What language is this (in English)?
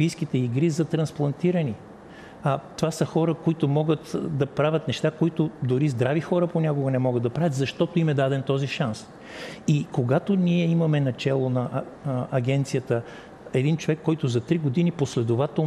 Bulgarian